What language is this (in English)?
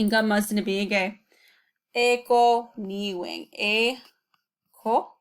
Chippewa